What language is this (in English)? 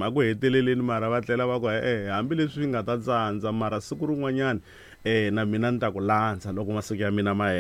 Tsonga